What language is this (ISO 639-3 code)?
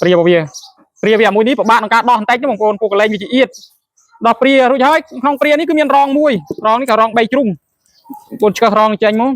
khm